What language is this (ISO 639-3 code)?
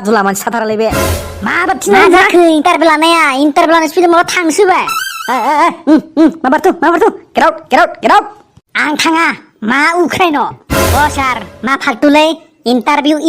brx